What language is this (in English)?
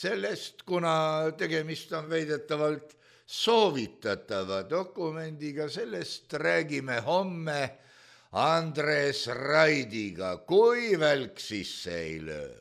Estonian